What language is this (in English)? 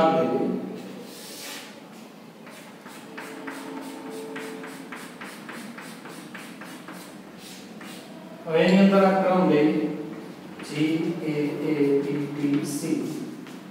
Gujarati